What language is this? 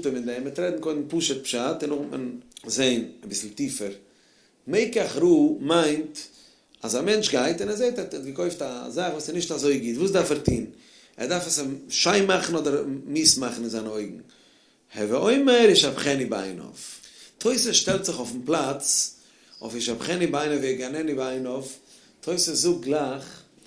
Yiddish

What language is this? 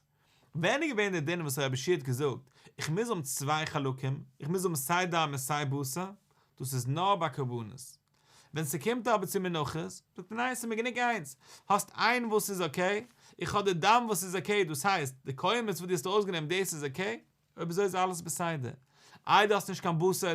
Yiddish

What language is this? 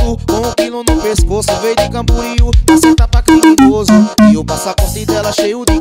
Portuguese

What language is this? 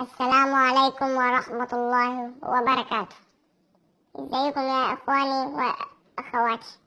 Egyptian Arabic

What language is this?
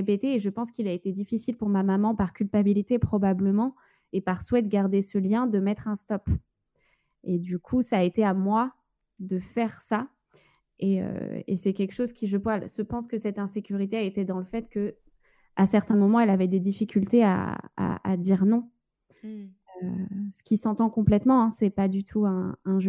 French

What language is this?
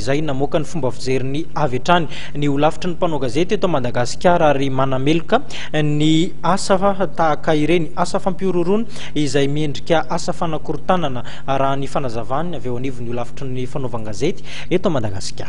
Malagasy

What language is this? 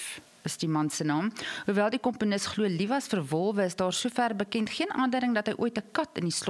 Afrikaans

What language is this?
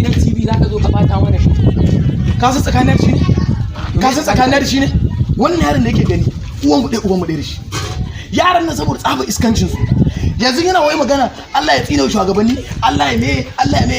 Hausa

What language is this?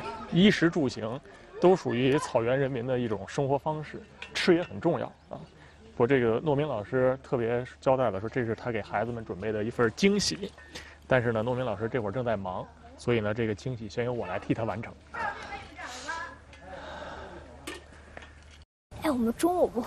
Chinese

